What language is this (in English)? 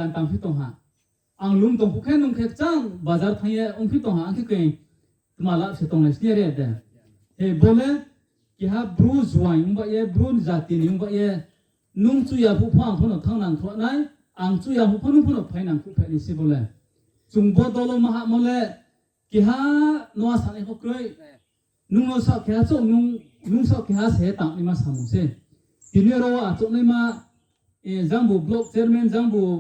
Riang (India)